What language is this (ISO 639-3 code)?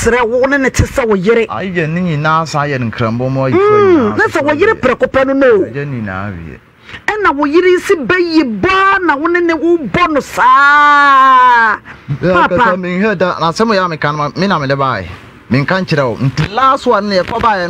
aka